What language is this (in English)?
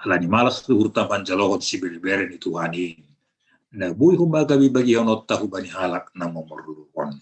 Batak Simalungun